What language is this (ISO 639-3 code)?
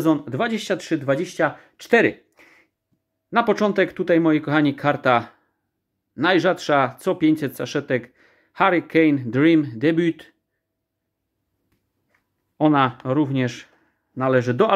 pol